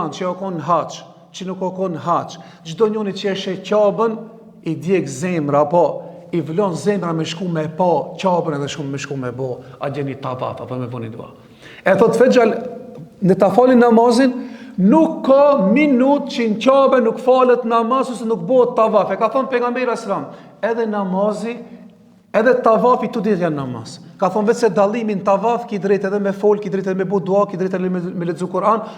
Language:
Albanian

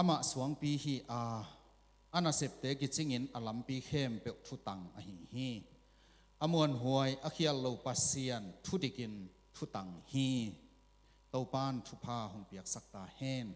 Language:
Tedim Chin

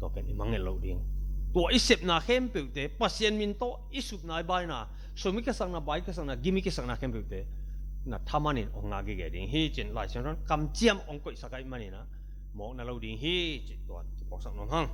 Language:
Tedim Chin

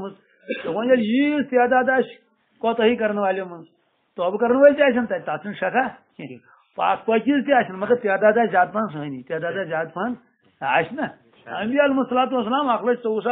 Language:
Kashmiri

